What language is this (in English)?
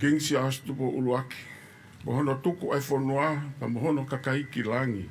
Tongan